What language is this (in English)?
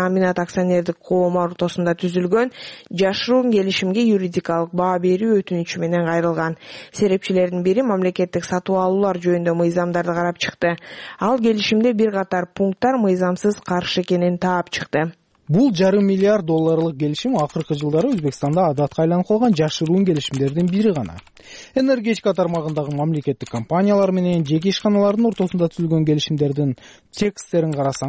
Kyrgyz